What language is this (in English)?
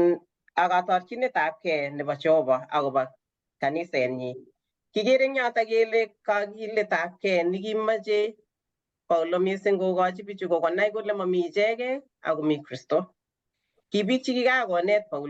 Kalenjin